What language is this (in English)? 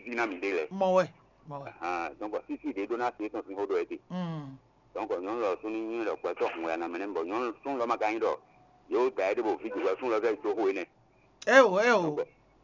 Fon